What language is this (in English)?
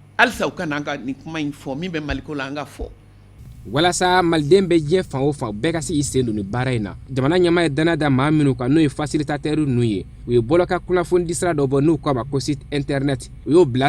Bambara